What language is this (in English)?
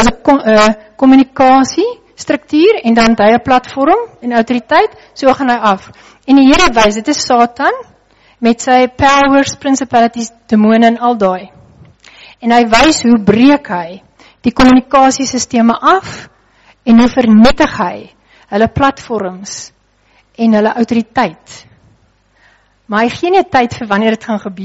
Afrikaans